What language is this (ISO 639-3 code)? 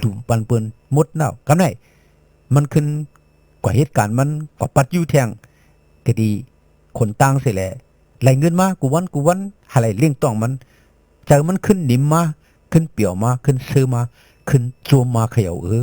shn